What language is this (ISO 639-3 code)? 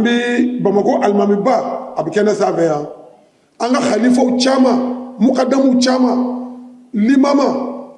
bam